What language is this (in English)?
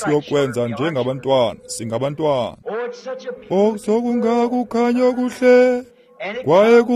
Xhosa